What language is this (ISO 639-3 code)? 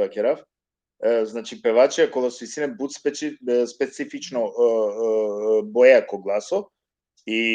rmn